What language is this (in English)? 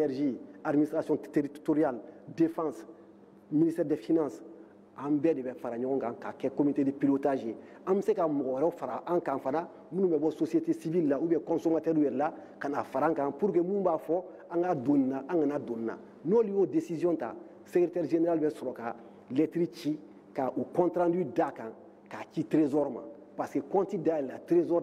Bambara